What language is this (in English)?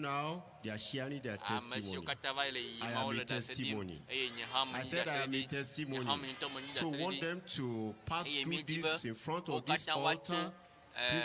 Ewe